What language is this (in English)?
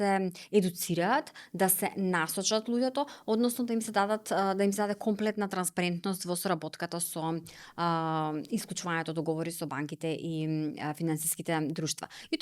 Macedonian